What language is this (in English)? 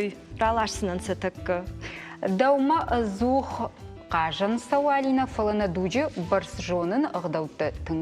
Ossetic